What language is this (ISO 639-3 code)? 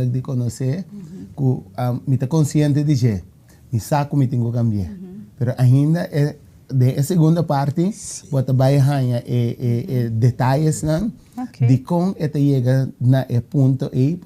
pap